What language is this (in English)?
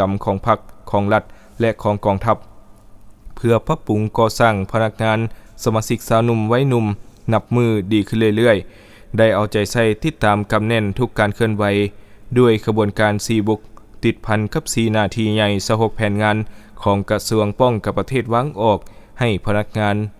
Lao